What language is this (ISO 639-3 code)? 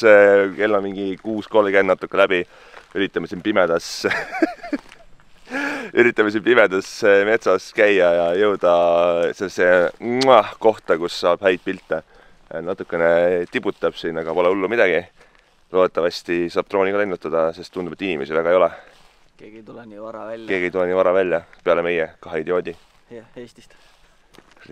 est